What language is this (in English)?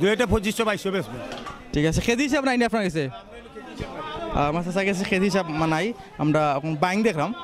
Sylheti